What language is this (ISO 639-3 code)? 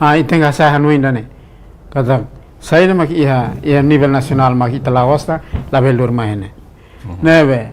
tet